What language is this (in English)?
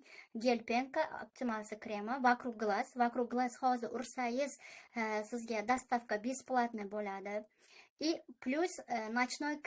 Uzbek